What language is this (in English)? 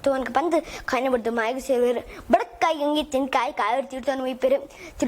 Tulu